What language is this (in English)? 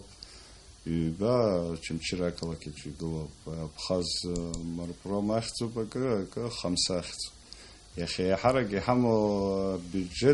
Abkhazian